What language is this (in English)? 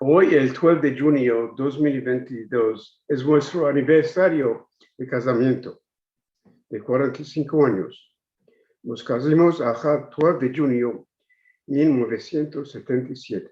Ladino